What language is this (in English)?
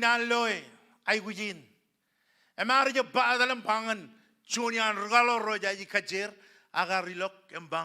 Marshallese